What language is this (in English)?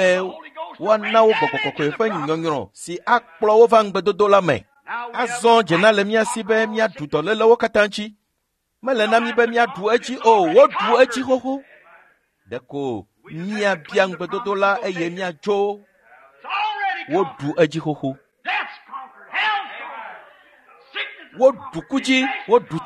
Ewe